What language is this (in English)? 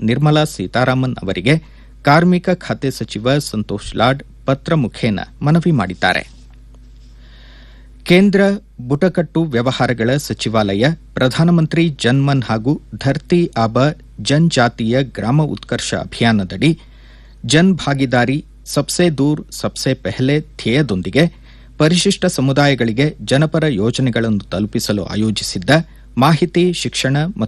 Kannada